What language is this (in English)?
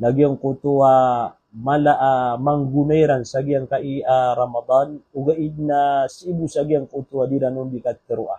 Maranao